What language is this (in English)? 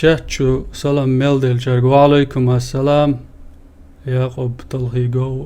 Chechen